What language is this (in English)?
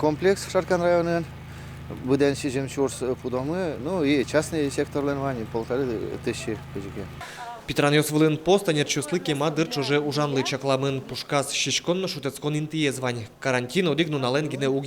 Udmurt